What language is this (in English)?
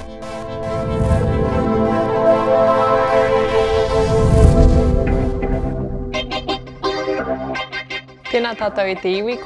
Māori